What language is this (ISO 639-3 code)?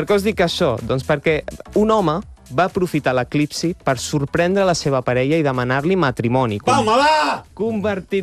cat